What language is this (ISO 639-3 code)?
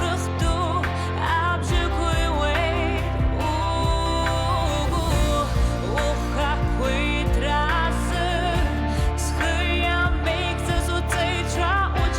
abk